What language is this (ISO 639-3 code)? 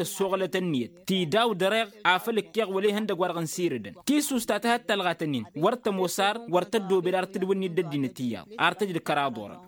taq